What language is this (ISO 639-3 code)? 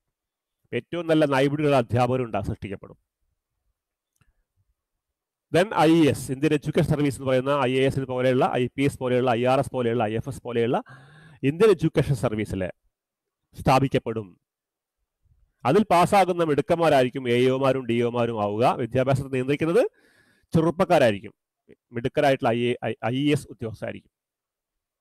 mal